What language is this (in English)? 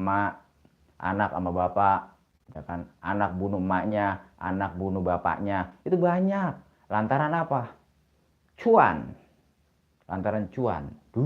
Betawi